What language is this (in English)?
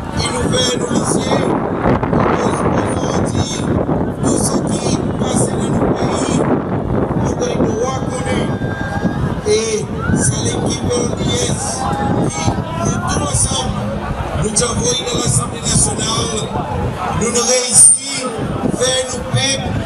Seselwa Creole French